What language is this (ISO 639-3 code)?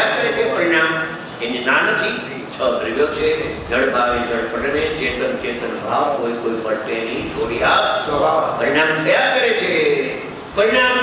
guj